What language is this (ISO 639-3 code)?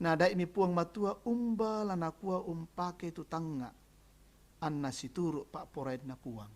sda